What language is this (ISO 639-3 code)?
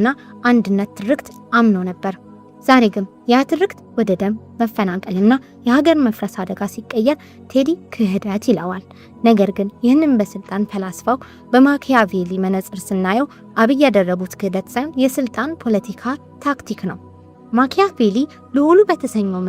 amh